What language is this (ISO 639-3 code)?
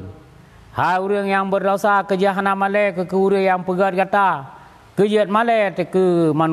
ace